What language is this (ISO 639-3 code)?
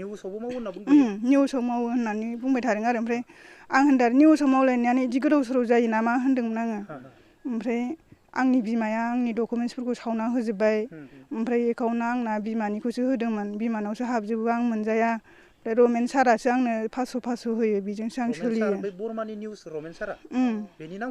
brx